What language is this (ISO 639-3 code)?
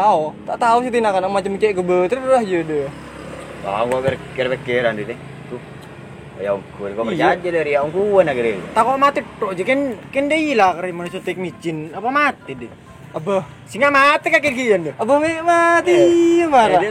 mad